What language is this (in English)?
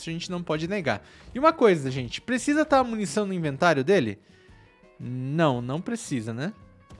Portuguese